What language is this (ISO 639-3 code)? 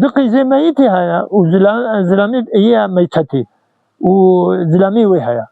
kur